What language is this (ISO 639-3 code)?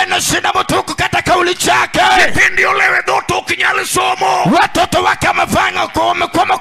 luo